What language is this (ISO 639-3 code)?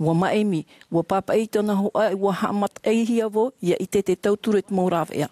tah